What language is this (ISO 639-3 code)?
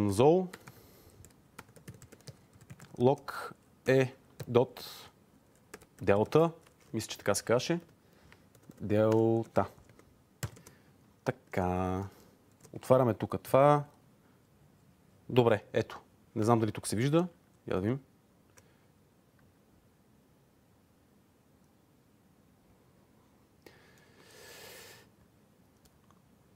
bul